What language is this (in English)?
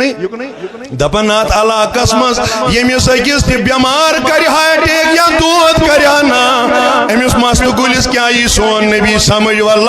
Kashmiri